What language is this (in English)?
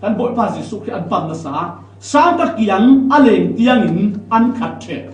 Falam Chin